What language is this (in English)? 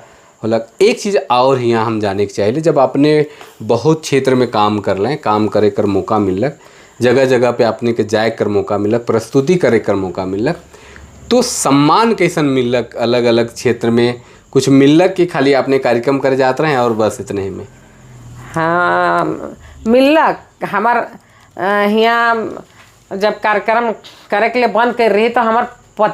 Sadri